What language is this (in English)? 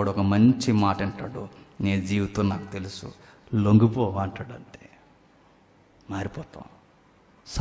Telugu